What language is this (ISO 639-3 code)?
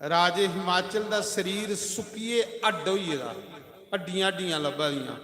doi